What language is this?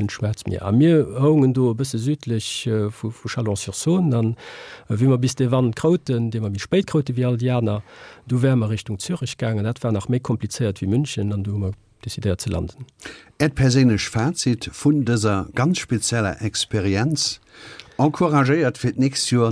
Luxembourgish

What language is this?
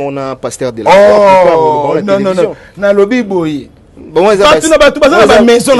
Lingala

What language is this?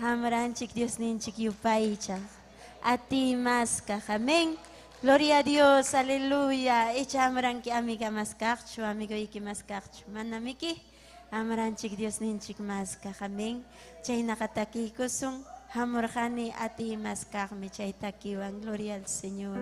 Ayacucho Quechua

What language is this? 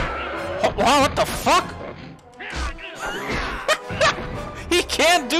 English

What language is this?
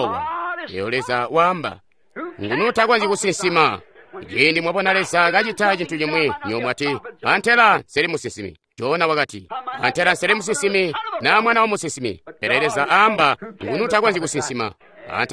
Tonga (Zambia)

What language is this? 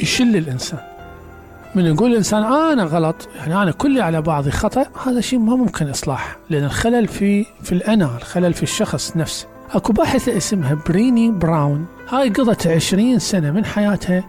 Mesopotamian Arabic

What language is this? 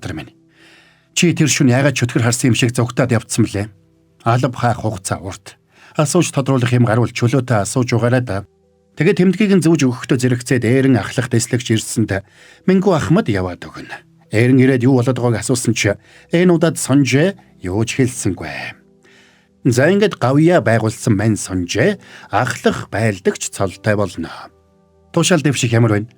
Mongolian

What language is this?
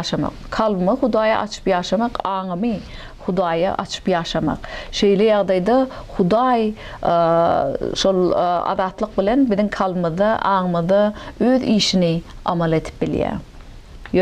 Turkmen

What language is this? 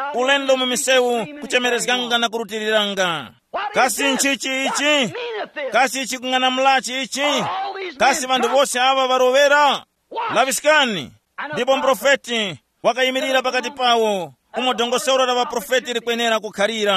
Tumbuka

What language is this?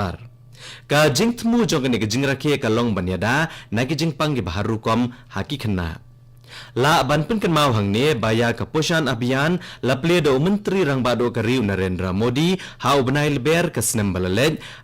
Khasi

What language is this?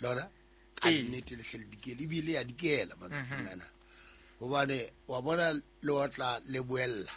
Southern Sotho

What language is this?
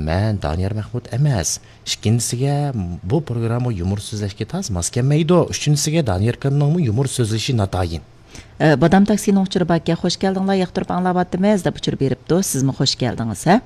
Uyghur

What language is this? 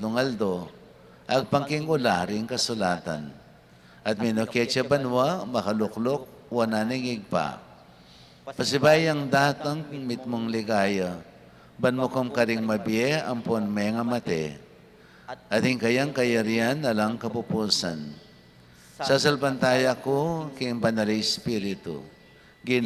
Pampanga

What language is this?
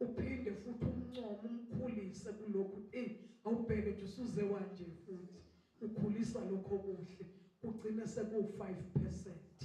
Zulu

